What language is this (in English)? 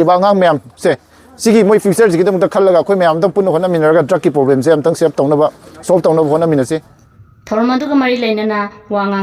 Manipuri